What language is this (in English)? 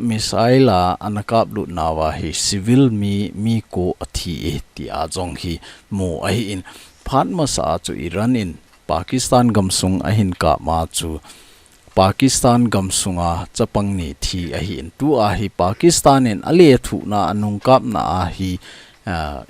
Thado Chin